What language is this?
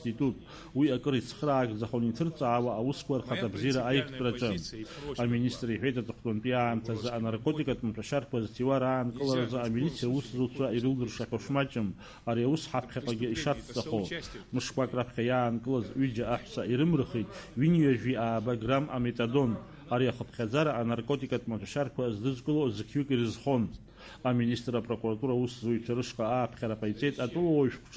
Abkhazian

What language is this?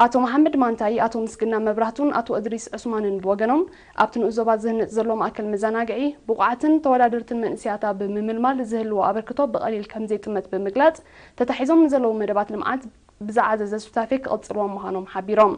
Tigrinya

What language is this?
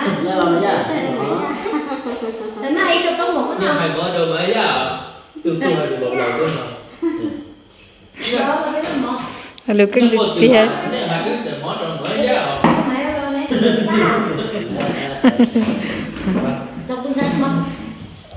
Vietnamese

